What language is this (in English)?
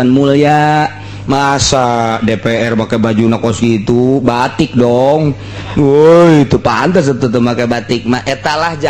Sundanese